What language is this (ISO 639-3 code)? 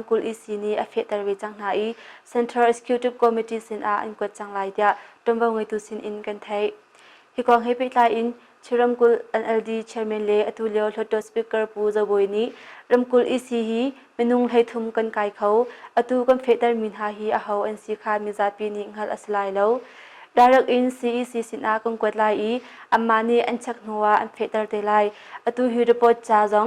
cnh